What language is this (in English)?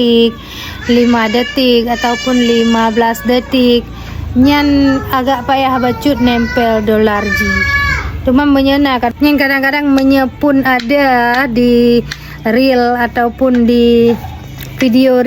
Achinese